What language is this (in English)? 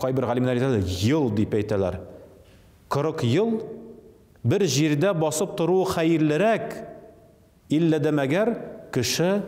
Tatar